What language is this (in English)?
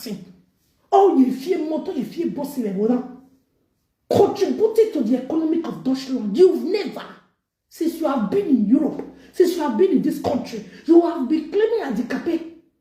Nigerian Pidgin